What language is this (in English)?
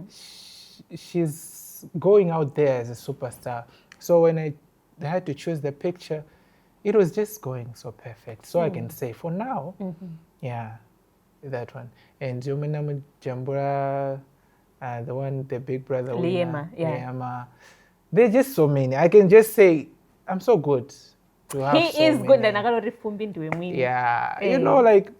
Nyanja